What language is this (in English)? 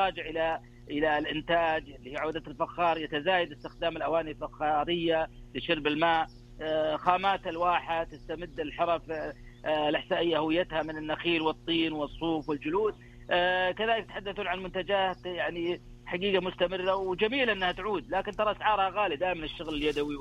Najdi Arabic